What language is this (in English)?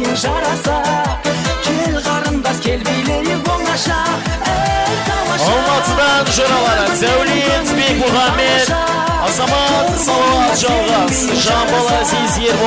Kara-Kalpak